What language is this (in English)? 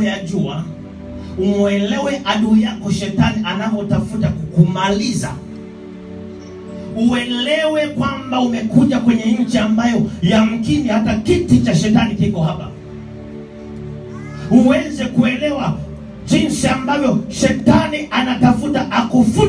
Swahili